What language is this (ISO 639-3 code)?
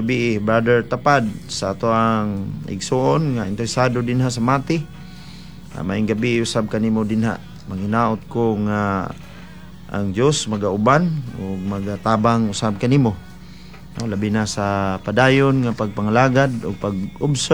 ceb